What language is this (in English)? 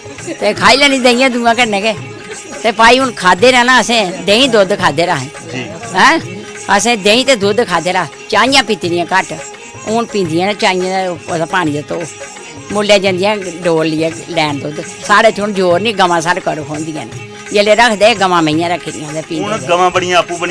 Dogri